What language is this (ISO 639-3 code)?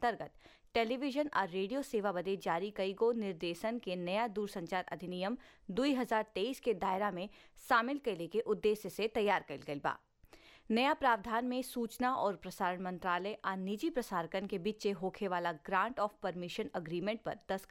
bho